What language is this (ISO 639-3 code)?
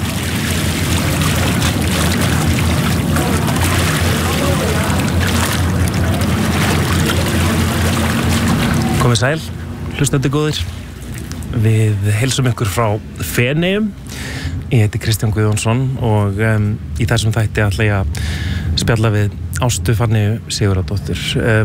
isl